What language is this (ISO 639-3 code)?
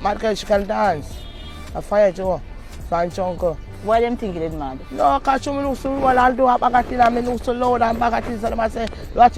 jam